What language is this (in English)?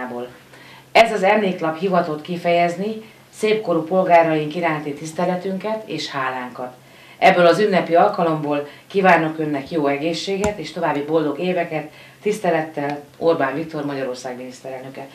Hungarian